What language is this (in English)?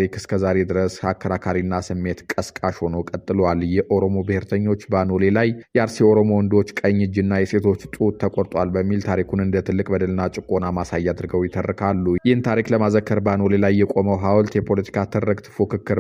Amharic